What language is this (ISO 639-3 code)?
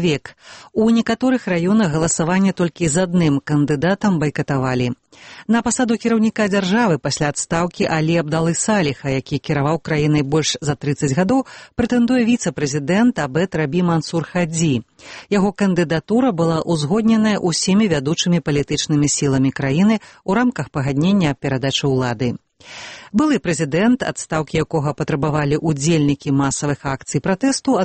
bel